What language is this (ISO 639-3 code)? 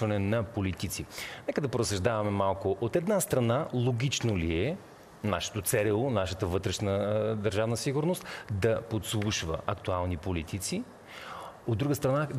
bul